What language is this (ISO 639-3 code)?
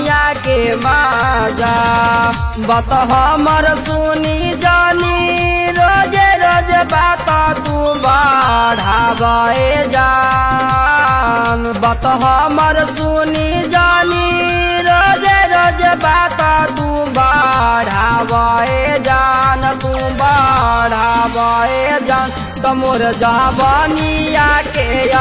bho